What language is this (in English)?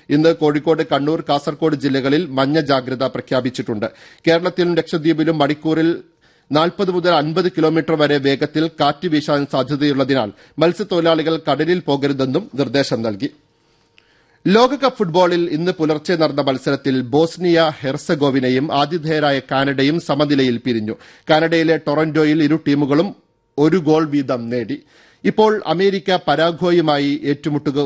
Malayalam